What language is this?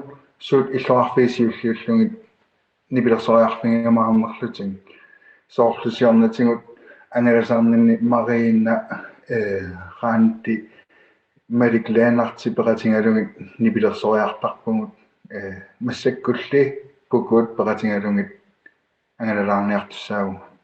Kalaallisut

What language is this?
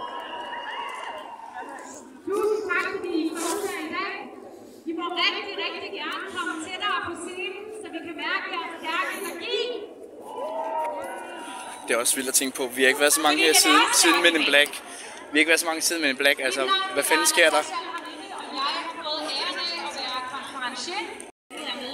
Danish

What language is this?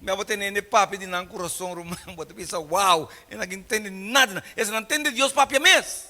Papiamento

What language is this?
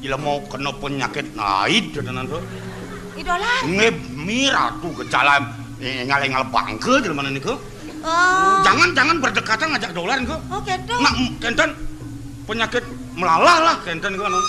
Balinese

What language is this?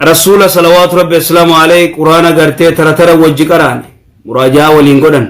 Oromo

